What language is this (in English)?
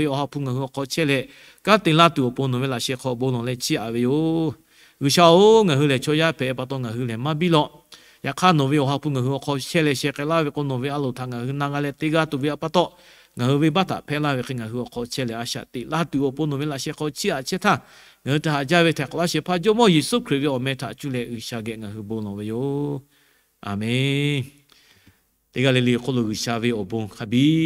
Lahu